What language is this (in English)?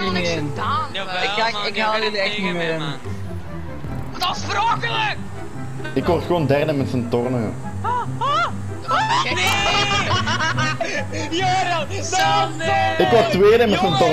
Dutch